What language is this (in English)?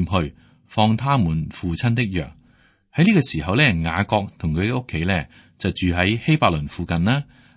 Cantonese